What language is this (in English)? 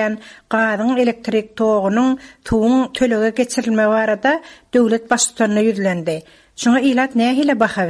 Turkmen